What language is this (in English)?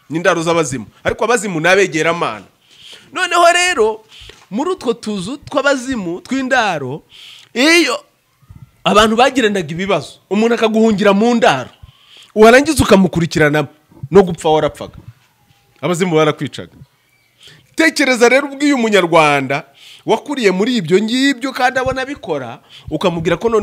Kinyarwanda